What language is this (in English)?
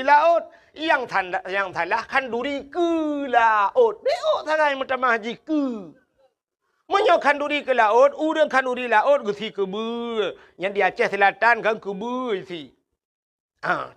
Achinese